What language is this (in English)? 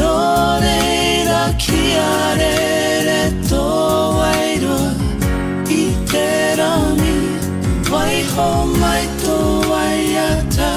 Māori